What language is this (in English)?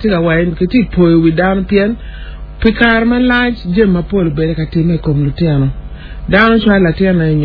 Acoli